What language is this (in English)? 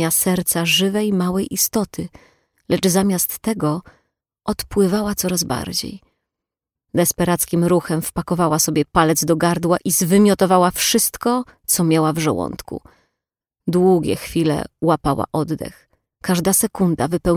Polish